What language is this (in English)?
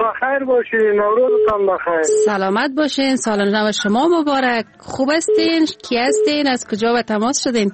Persian